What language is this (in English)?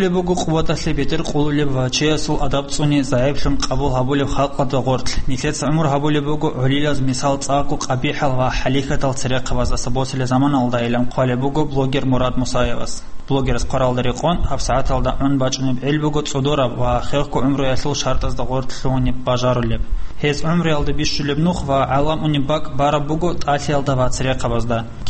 Avaric